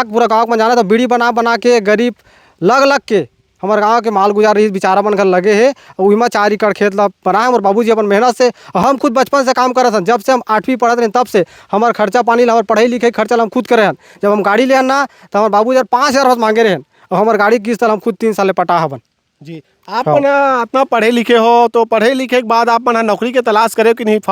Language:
Chhattisgarhi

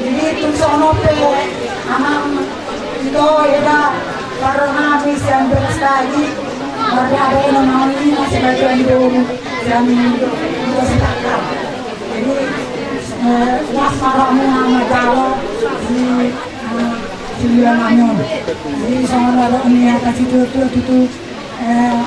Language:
Batak Toba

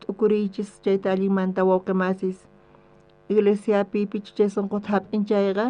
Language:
South Bolivian Quechua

